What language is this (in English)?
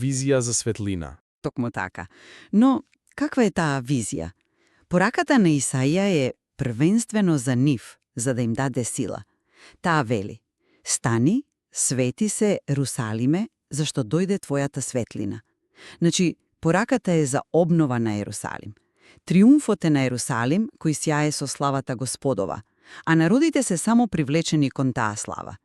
Macedonian